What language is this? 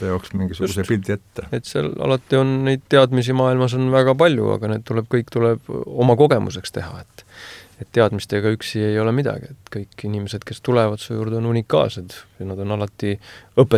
Estonian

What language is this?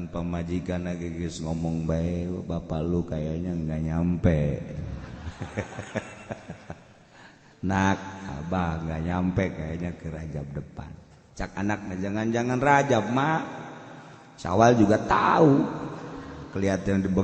Sundanese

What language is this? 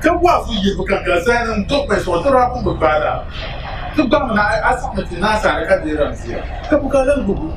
Dagbani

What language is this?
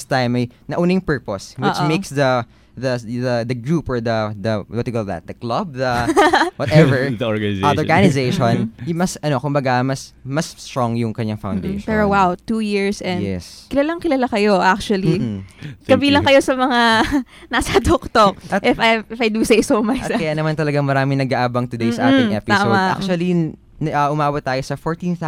Filipino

